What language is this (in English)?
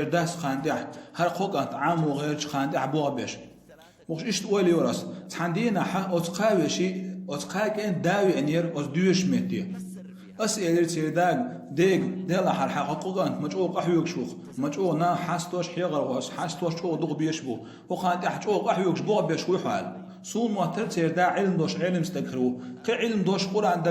Chechen